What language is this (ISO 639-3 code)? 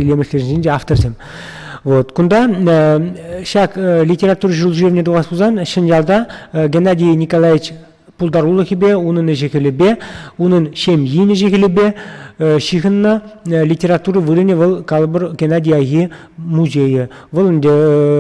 chv